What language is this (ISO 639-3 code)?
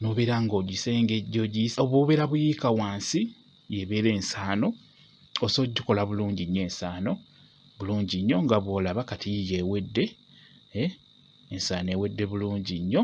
lug